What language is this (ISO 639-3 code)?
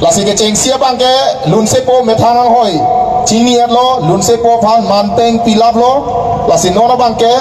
mjw